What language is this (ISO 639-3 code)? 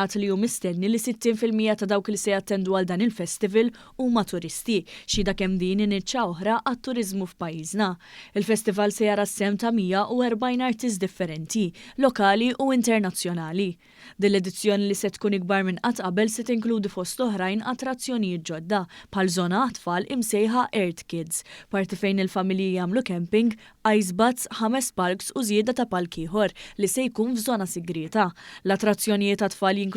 mlt